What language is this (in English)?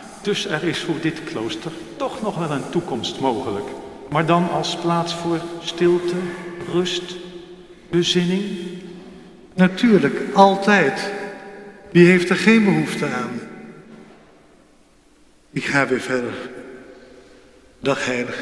Dutch